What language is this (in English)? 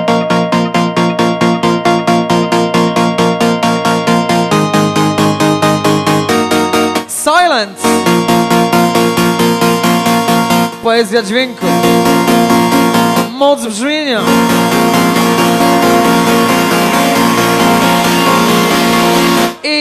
Polish